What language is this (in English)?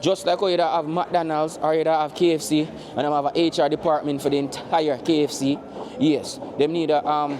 Jamaican Creole English